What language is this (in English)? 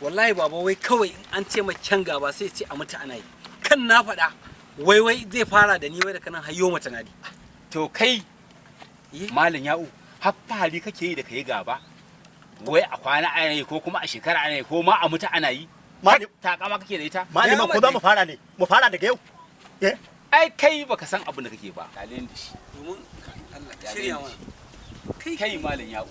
Hausa